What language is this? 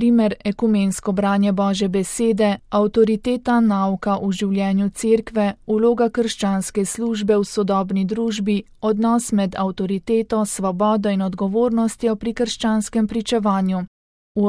Slovenian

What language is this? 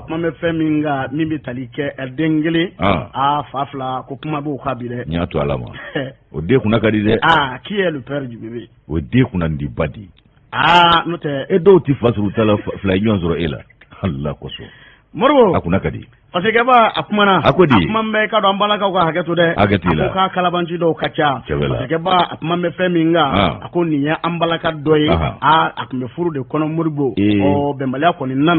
Bambara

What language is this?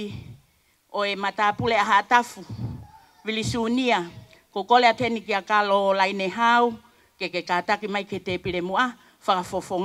Tongan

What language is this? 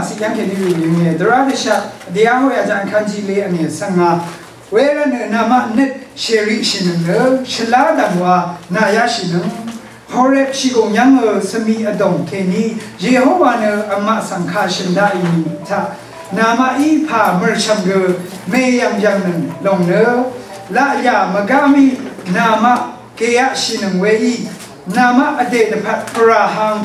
Rawang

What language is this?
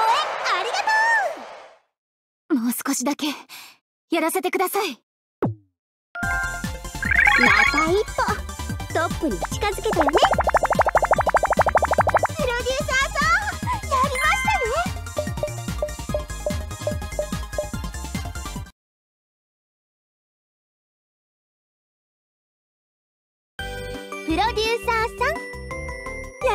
Japanese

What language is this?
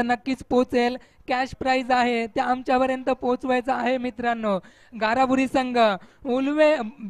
Marathi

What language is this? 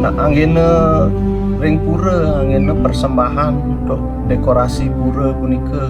Balinese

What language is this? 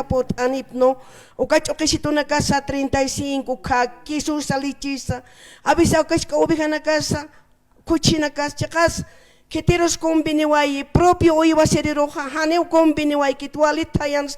Aymara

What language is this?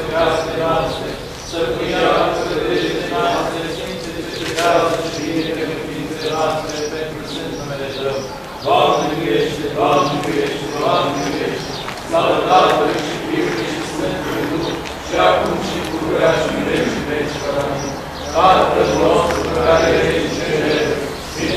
Romanian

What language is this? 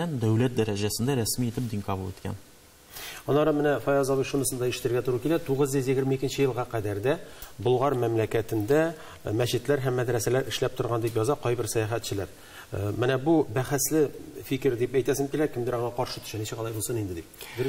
Tatar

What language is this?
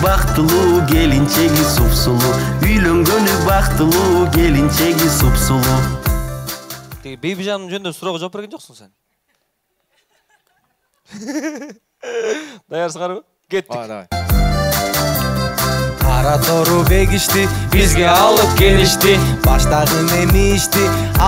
Kyrgyz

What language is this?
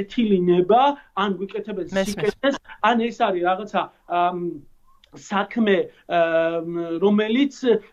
Georgian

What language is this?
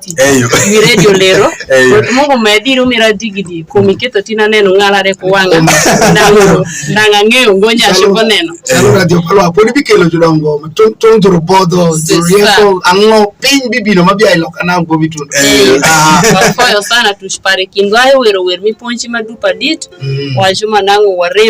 Alur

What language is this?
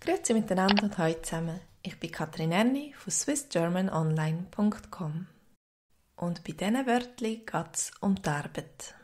Swiss German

